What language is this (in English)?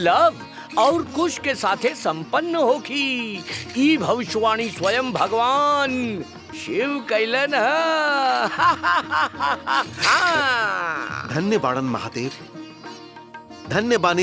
Bhojpuri